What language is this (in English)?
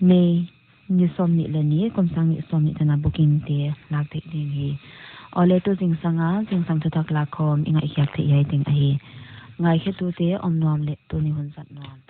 Paite Chin